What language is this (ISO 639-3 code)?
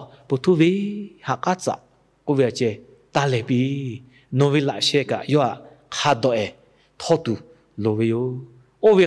lhu